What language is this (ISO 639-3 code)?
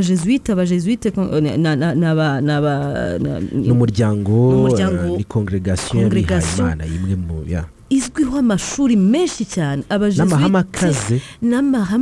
kin